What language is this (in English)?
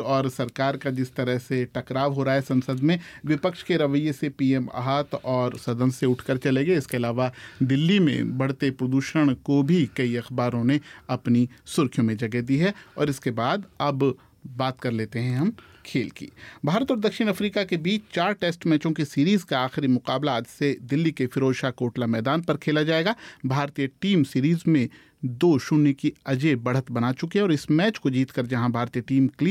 Hindi